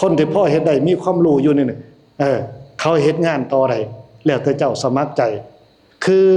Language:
Northeastern Thai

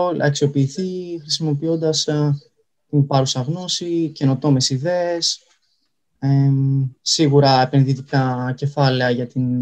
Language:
Greek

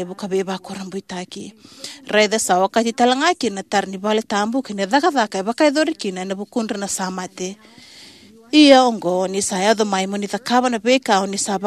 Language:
Fijian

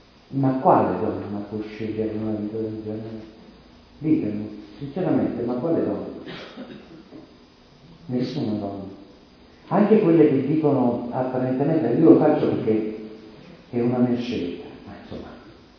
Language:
Italian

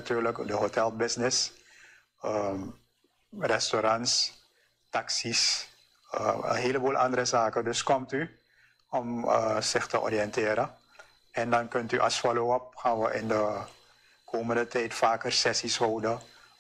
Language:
Dutch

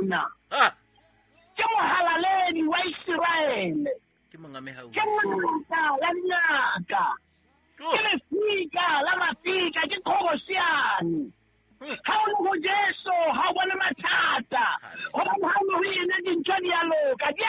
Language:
Southern Sotho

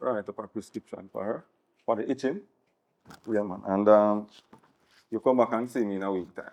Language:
Jamaican Creole English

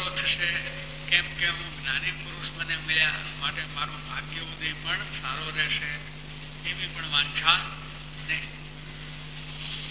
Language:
Gujarati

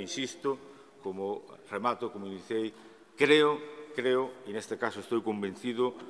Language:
Galician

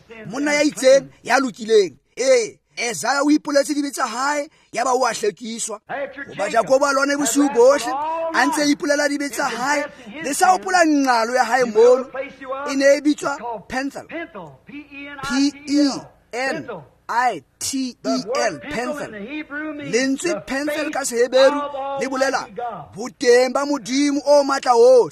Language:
Tswana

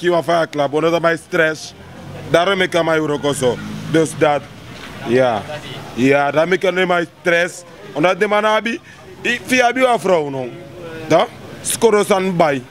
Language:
Sranan Tongo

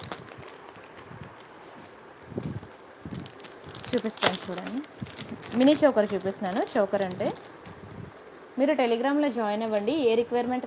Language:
Telugu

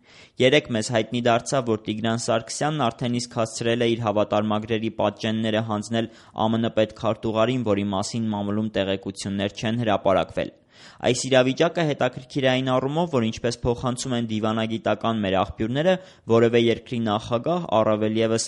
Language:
Armenian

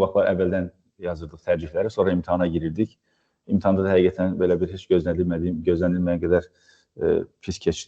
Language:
Azerbaijani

